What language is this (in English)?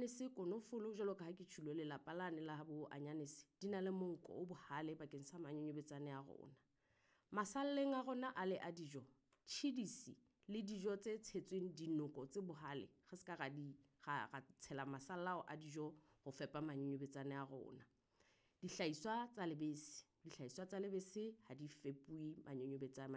Southern Sotho